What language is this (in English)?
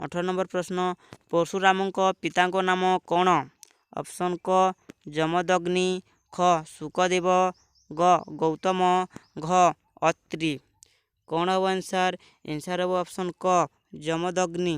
Odia